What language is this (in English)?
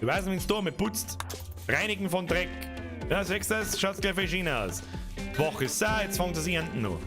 Bavarian